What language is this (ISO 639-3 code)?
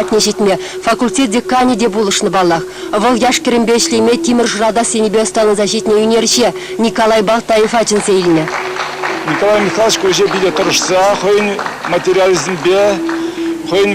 chv